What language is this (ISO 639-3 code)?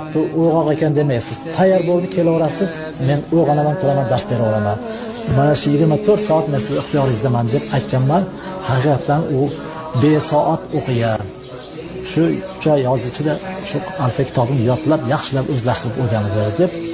uzb